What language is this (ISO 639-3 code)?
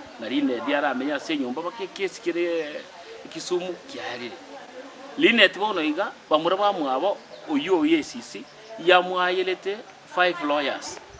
guz